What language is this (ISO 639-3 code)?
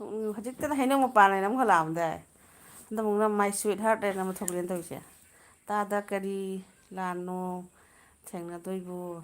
mni